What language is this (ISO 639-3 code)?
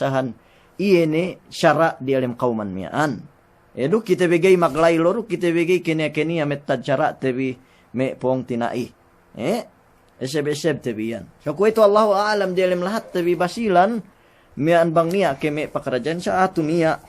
yka